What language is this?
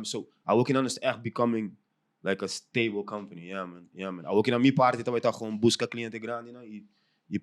Papiamento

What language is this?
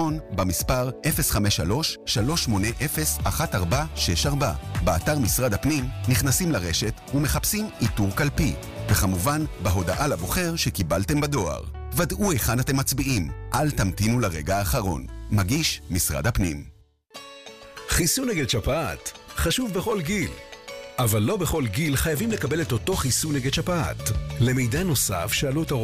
Hebrew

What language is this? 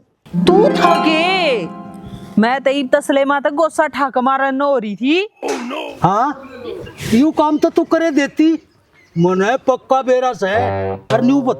Haryanvi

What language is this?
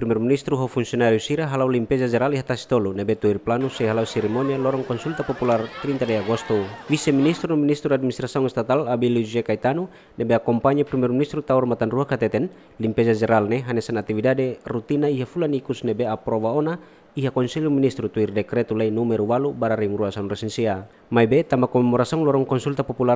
Tetum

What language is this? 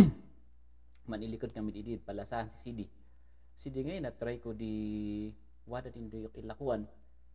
Kankanaey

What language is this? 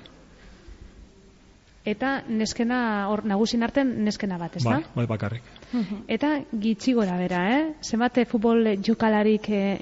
Basque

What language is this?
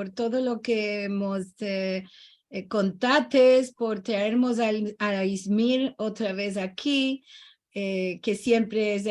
Ladino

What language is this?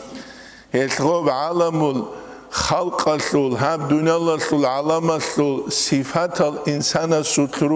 Avaric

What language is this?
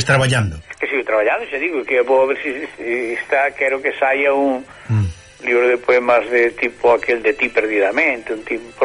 Galician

